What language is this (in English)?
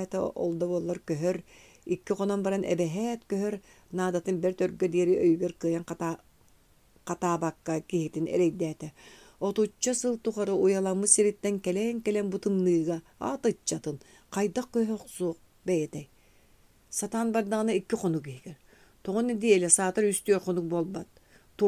Yakut